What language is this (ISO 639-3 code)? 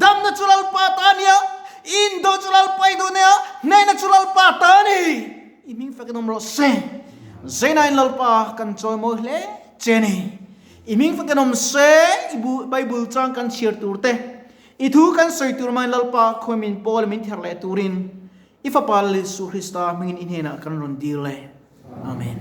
lus